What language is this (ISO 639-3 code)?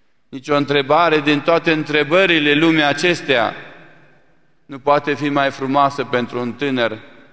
ron